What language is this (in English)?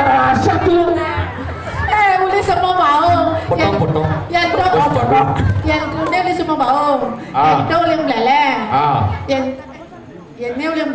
Balinese